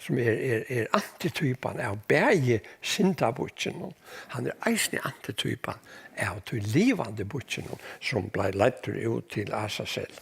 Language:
Faroese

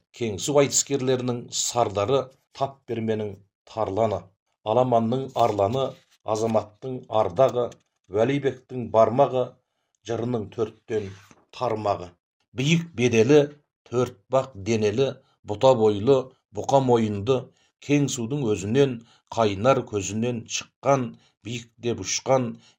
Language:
Kazakh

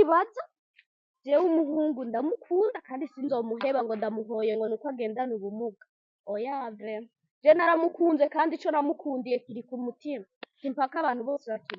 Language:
Rundi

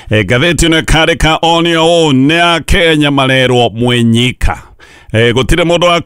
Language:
Kikuyu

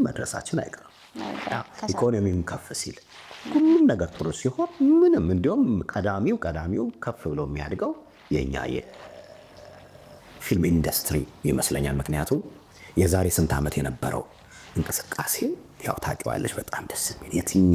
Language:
Amharic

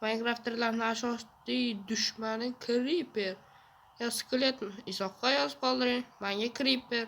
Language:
Uzbek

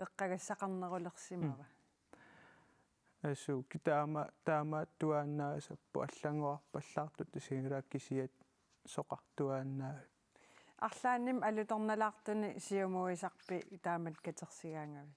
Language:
Kalaallisut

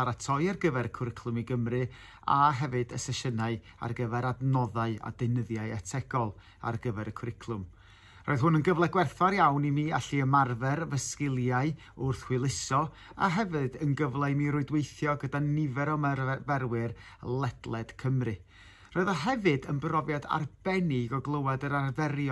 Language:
Welsh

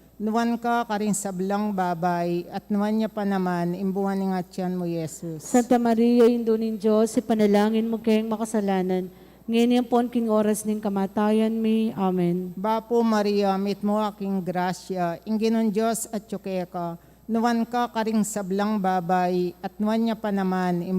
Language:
Pampanga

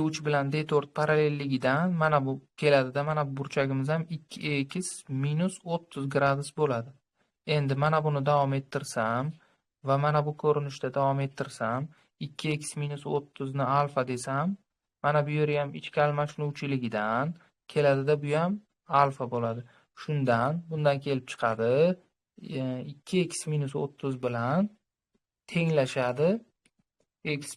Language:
Uzbek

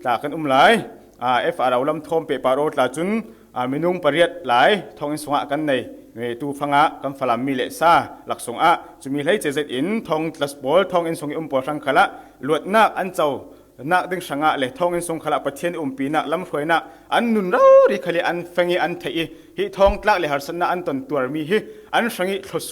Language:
Falam Chin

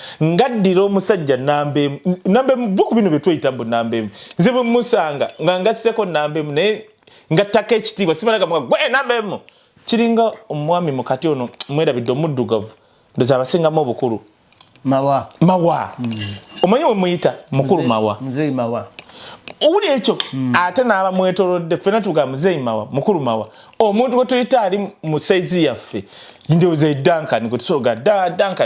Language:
Ganda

